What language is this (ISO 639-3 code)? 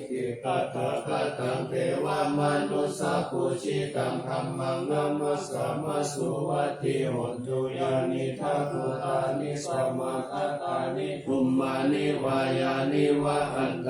pli